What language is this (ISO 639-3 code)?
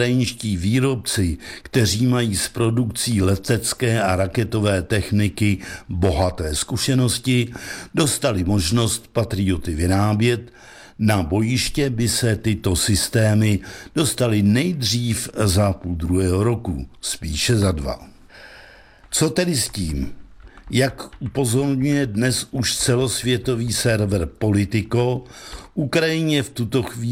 ces